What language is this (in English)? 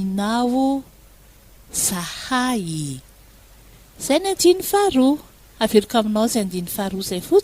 Malagasy